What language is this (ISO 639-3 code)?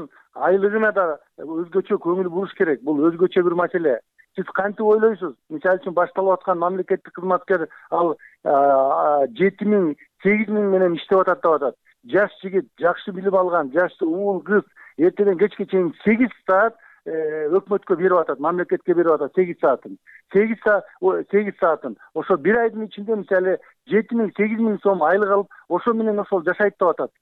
kir